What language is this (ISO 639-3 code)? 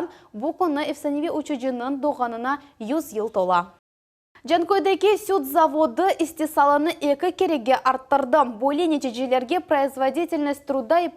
crh